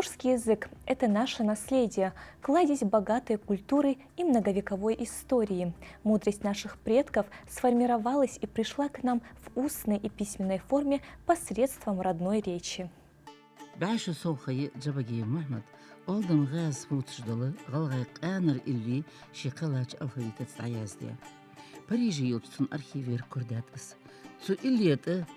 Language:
Ingush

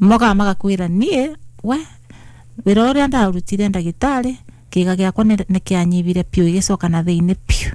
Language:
Kikuyu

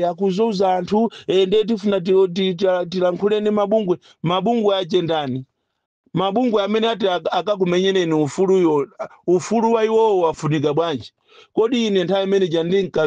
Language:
Nyanja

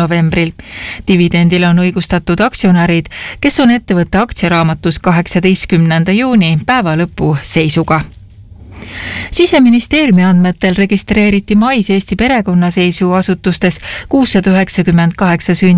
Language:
Estonian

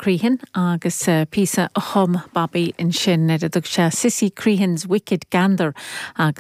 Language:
Irish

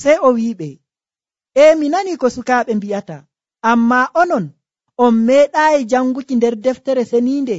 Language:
Nigerian Fulfulde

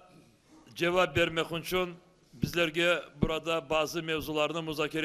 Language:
Crimean Tatar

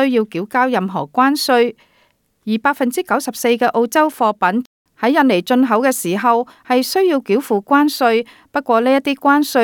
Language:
Cantonese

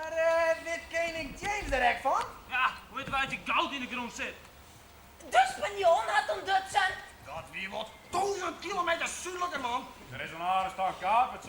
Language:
Western Frisian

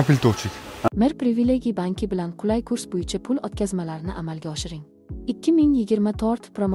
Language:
Uzbek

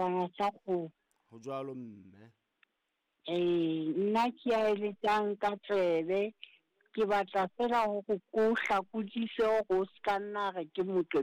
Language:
Southern Sotho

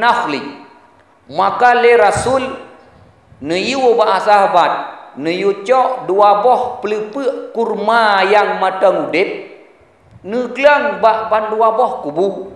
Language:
Achinese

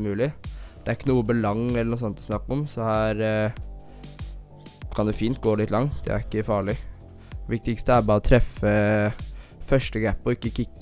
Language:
Norwegian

